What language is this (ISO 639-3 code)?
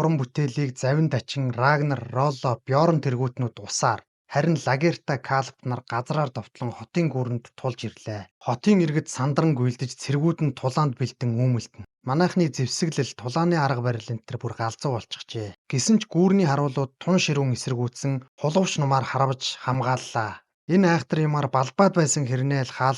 mon